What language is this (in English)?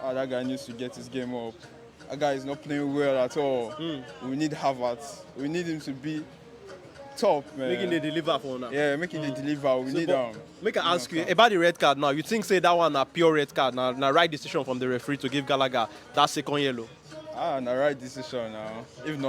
Nigerian Pidgin